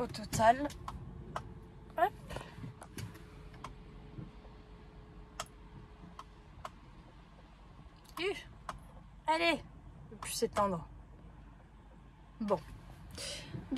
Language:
French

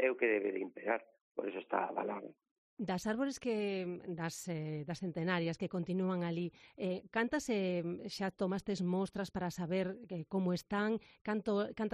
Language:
Galician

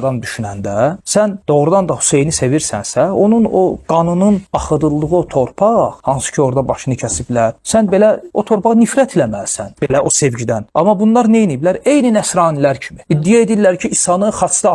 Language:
Azerbaijani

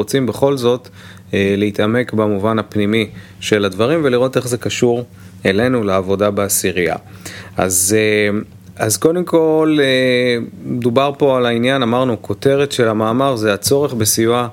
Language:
Hebrew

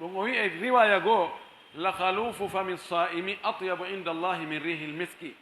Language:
Pular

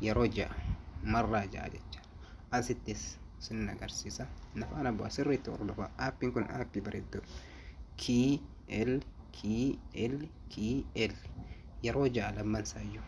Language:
Oromo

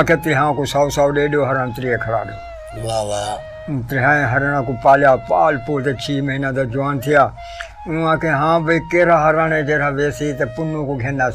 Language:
Saraiki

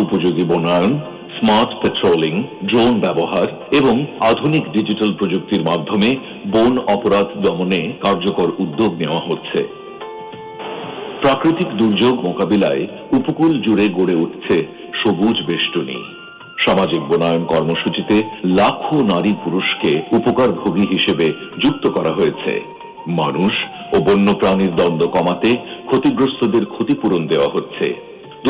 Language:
Bangla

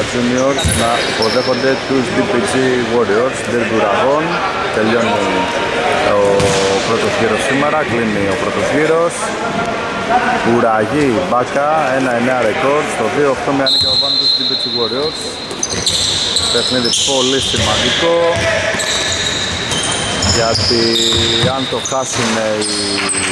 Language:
Greek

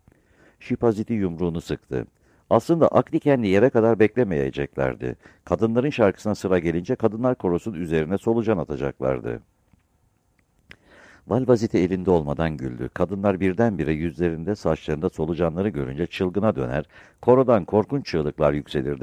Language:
Turkish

